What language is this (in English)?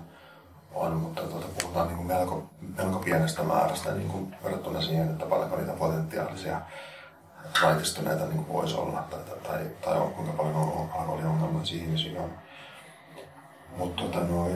Finnish